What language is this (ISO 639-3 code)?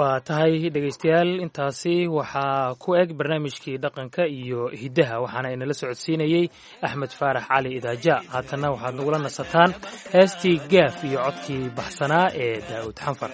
som